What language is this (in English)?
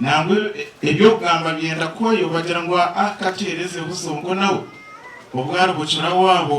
Nyankole